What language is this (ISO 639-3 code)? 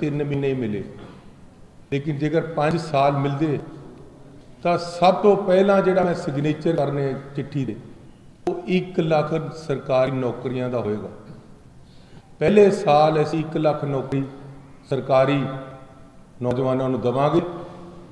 pan